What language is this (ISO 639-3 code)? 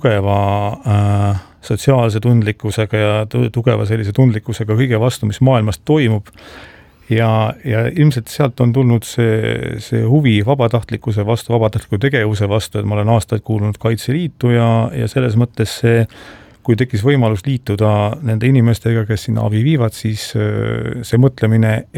est